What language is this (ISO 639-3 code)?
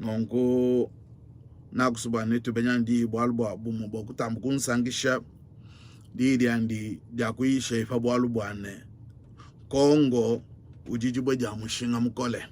lua